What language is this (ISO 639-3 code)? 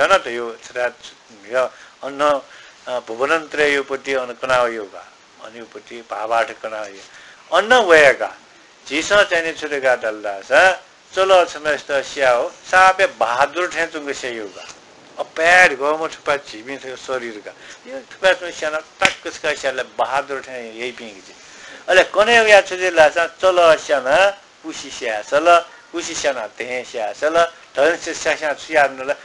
new